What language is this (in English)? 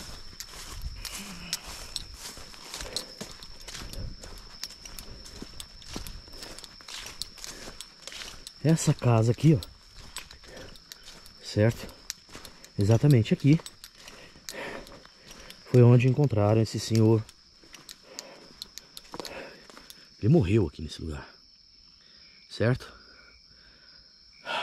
Portuguese